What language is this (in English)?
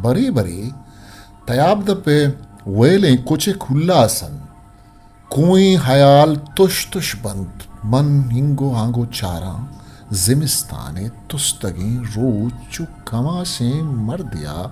Eastern Balochi